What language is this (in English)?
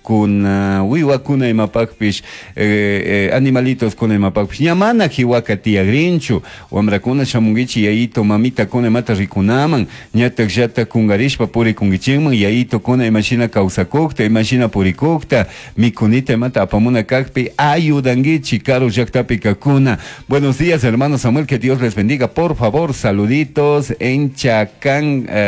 Chimborazo Highland Quichua